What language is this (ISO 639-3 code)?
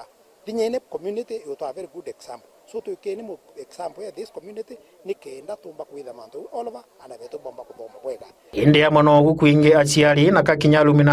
mer